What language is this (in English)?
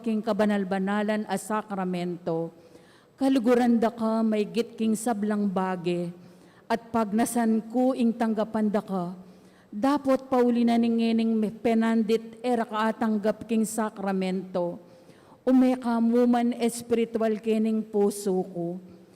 Pampanga